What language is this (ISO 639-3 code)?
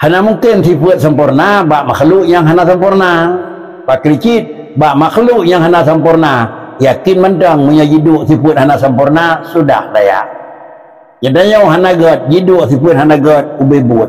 ace